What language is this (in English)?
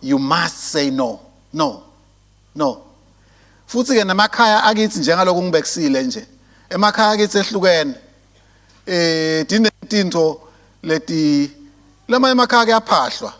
Swati